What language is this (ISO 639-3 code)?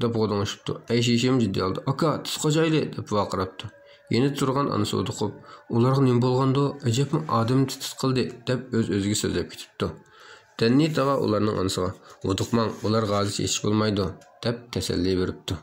uig